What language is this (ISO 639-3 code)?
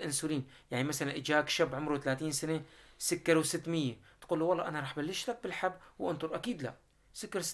apc